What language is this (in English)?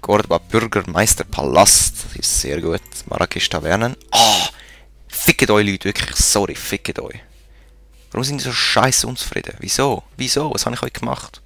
Swiss German